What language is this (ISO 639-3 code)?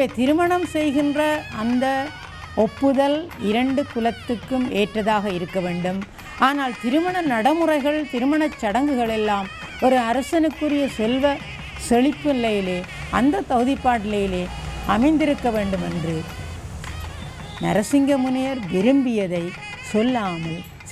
tam